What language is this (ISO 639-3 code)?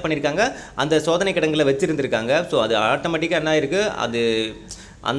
tam